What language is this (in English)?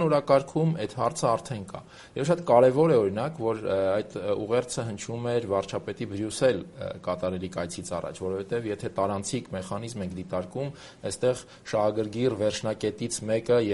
Armenian